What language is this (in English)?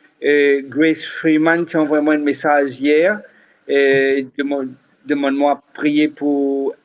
Morisyen